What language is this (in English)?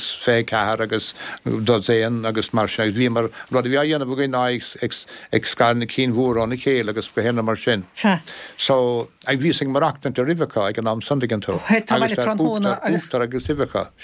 Irish